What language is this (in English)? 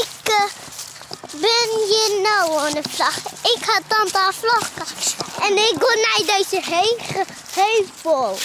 Western Frisian